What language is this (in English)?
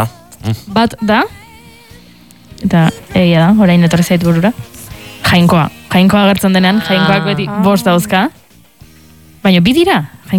Basque